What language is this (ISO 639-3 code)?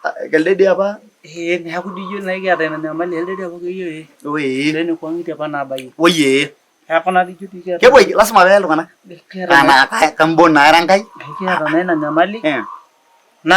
mas